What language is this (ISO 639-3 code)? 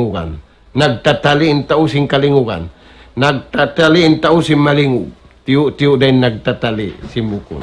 tsg